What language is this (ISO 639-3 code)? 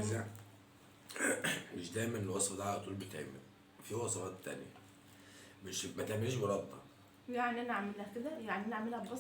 arz